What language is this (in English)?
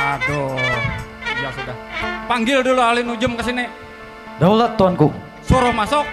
Banjar